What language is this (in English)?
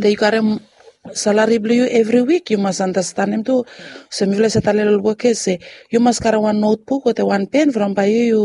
Bislama